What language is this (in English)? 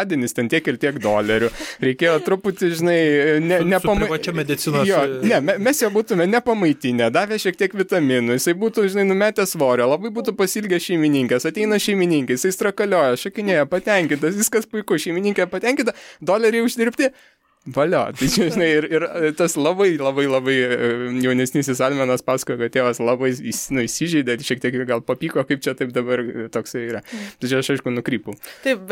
Lithuanian